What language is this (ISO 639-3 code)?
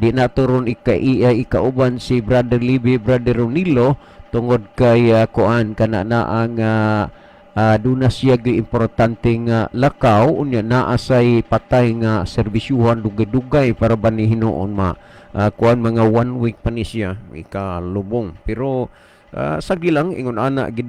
ceb